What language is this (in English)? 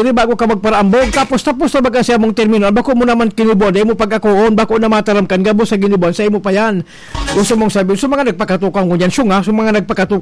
Bikol